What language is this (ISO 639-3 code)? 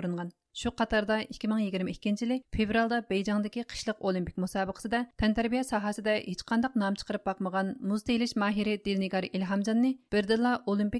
uig